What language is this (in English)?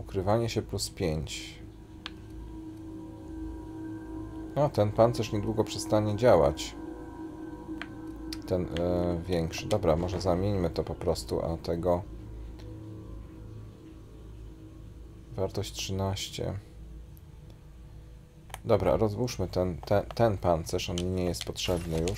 Polish